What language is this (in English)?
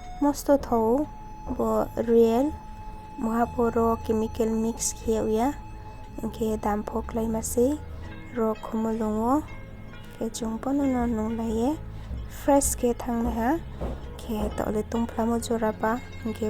Riang (India)